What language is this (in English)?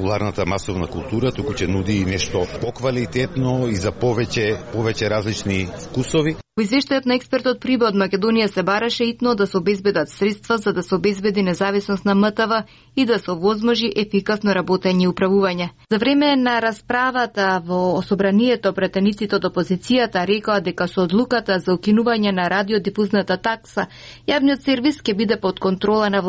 Macedonian